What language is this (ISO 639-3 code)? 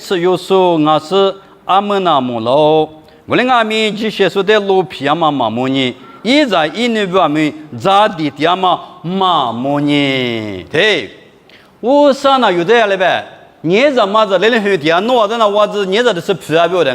lis